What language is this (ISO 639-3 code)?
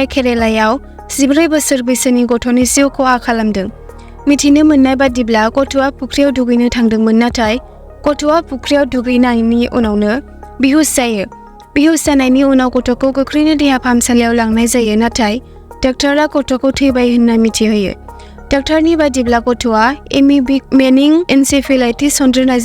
brx